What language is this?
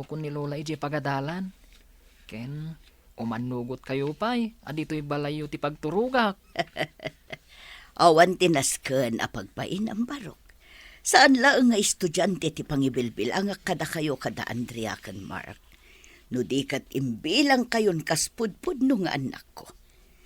Iloko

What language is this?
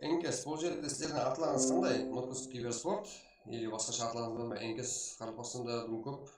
Kara-Kalpak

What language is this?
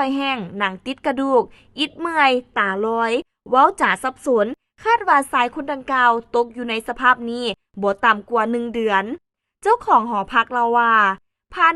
Lao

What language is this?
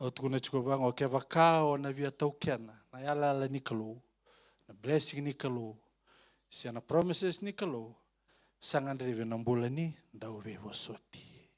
Fijian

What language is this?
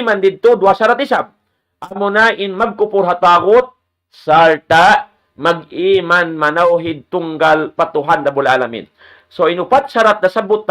Tausug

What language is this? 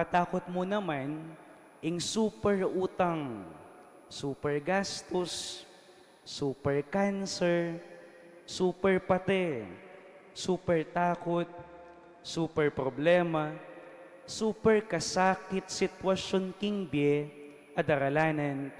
Pampanga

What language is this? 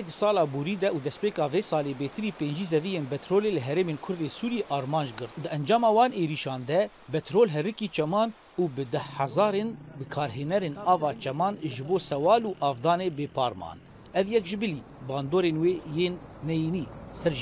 Kurdish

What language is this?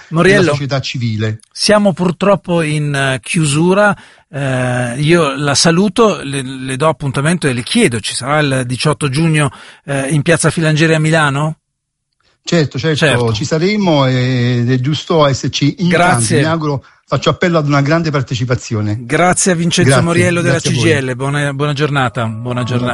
Italian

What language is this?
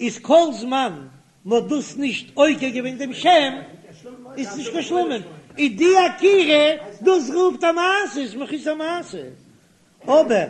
Yiddish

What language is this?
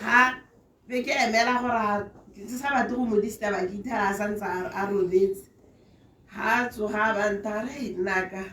Tswana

